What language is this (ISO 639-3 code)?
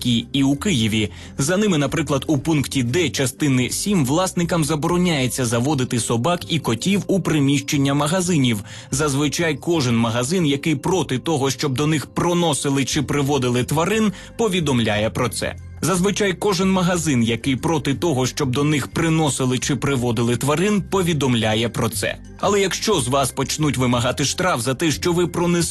ukr